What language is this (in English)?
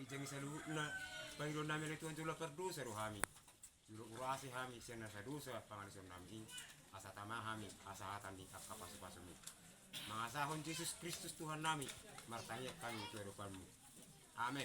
Batak Toba